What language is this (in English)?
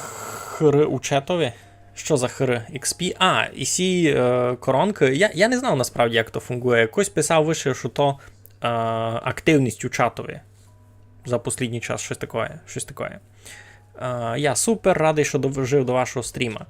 Rusyn